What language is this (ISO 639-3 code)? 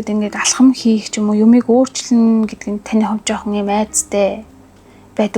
mon